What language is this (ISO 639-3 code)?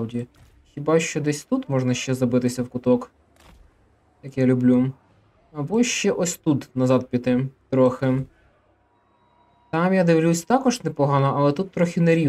ukr